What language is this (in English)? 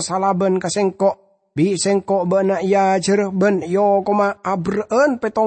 Madurese